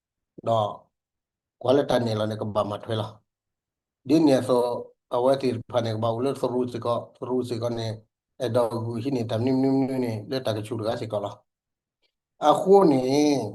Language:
S'gaw Karen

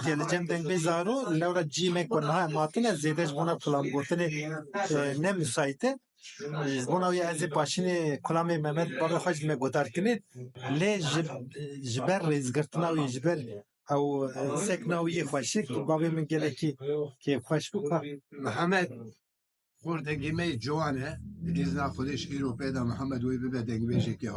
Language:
Kurdish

